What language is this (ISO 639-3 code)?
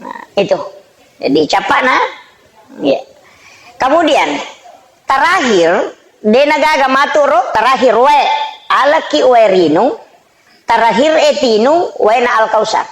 bug